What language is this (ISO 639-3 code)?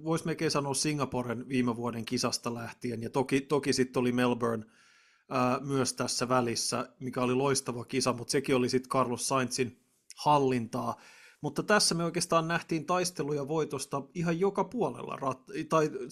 fin